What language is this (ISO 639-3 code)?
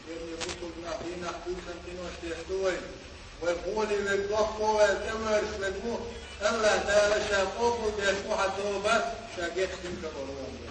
che